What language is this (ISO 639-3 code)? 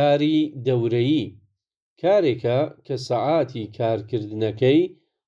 ckb